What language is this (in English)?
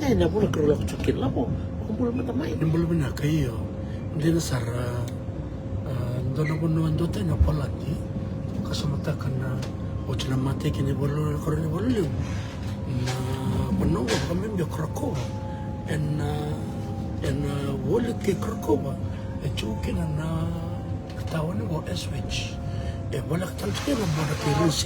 Fijian